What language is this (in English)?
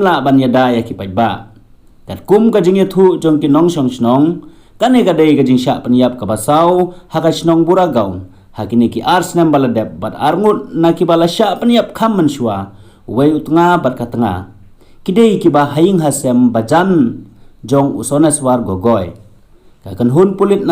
Khasi